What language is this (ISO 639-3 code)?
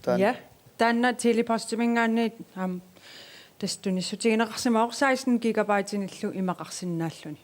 kal